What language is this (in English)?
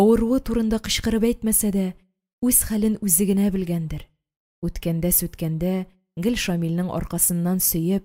Tatar